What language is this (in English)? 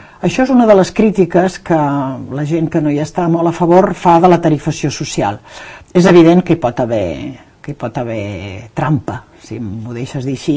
Catalan